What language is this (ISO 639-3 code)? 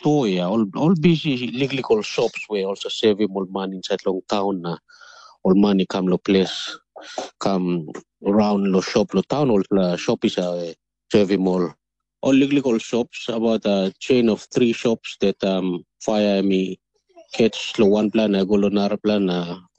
tpi